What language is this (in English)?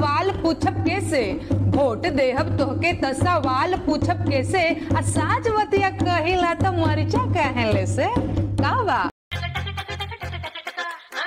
Bhojpuri